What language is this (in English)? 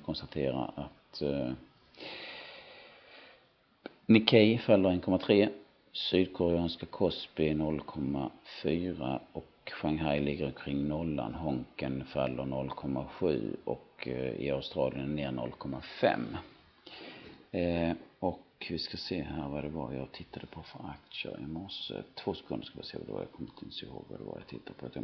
Swedish